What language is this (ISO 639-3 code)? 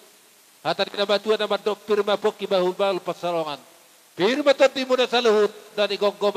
bbc